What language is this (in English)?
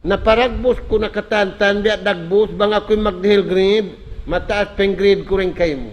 Tausug